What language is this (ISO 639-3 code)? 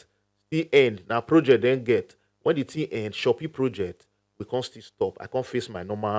pcm